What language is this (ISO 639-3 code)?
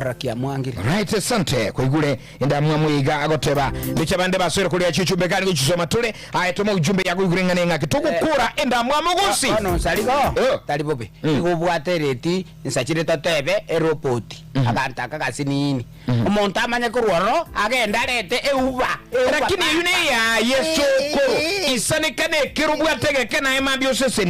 guz